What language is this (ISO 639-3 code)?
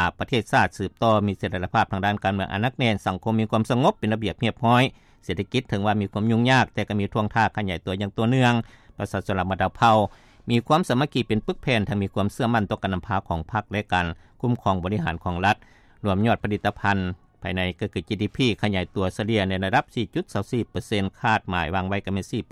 lao